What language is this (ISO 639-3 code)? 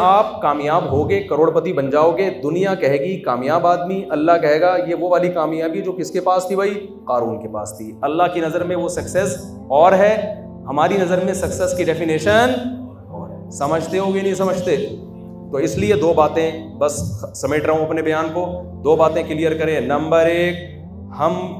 urd